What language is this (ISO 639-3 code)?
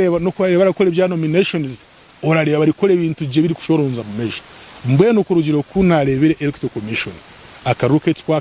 nyn